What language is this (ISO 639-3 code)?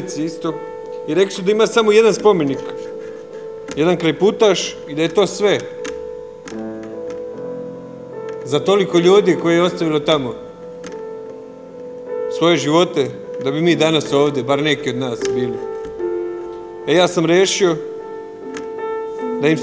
srp